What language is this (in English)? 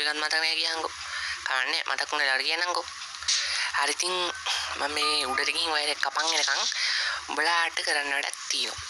Sinhala